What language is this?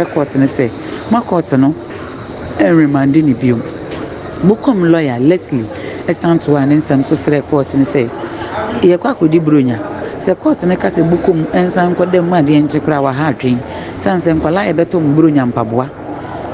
Akan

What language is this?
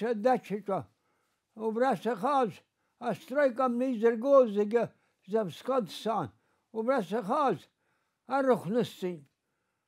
Abkhazian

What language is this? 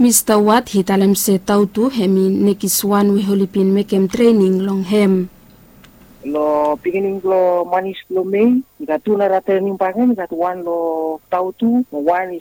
Bislama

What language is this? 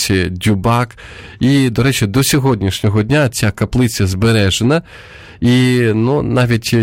Ukrainian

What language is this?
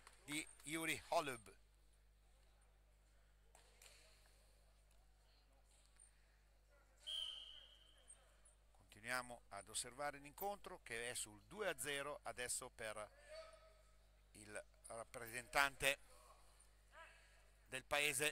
Italian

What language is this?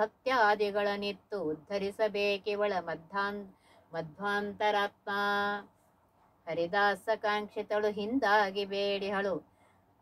Kannada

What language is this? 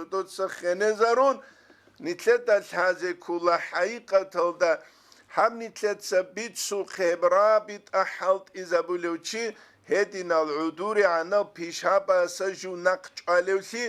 Avaric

